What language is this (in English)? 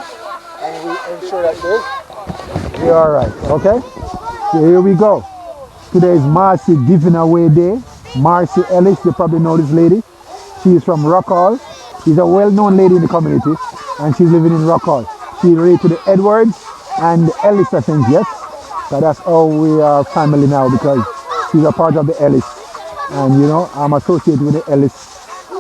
Jamaican Creole English